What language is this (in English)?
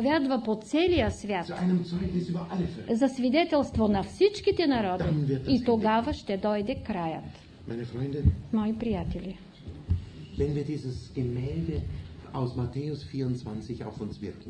Bulgarian